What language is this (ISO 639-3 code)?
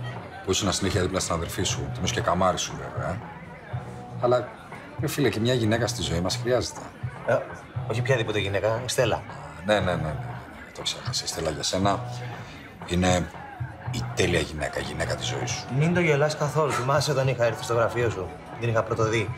ell